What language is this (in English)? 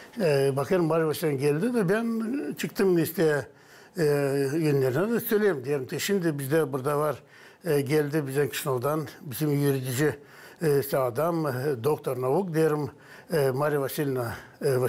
Gagauz